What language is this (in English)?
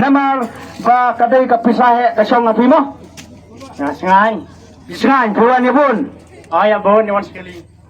Khasi